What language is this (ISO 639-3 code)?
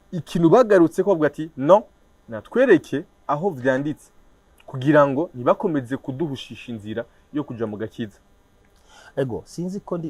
run